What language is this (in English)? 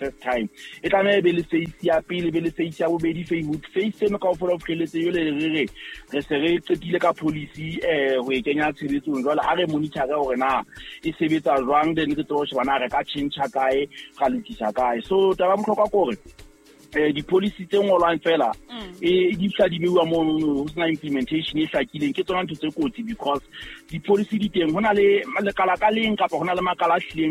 Southern Sotho